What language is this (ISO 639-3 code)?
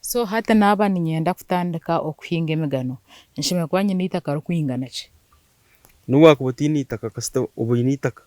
nyn